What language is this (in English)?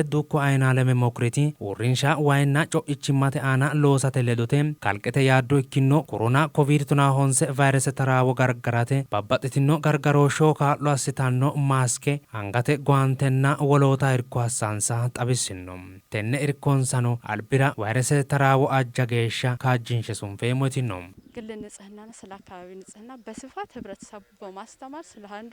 Sidamo